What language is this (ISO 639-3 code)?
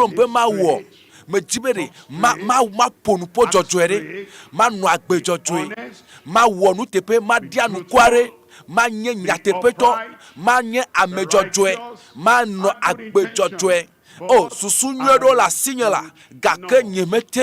ewe